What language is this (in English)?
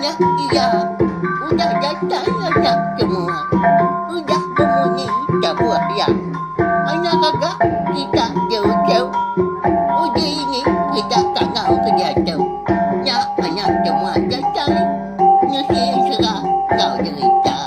Iban